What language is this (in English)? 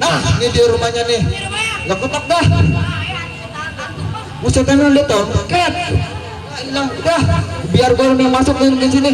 Betawi